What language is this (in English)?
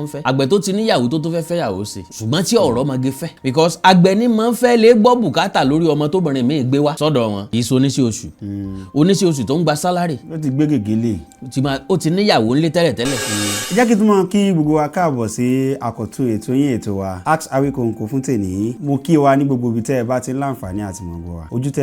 Yoruba